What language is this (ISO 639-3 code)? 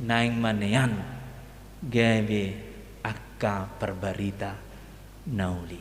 bbc